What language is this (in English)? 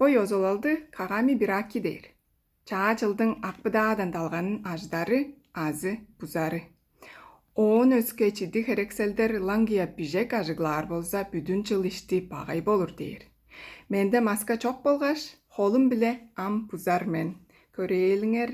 Tuvinian